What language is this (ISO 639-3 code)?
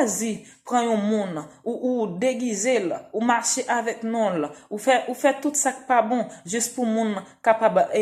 hat